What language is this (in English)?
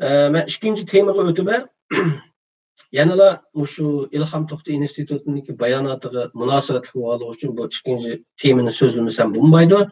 Uyghur